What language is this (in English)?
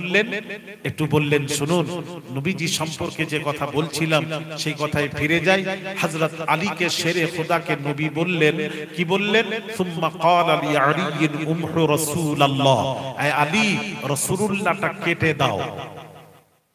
Bangla